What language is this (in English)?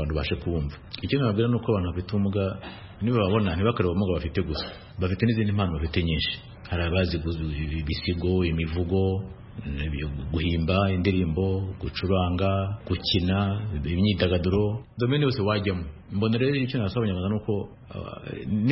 Kinyarwanda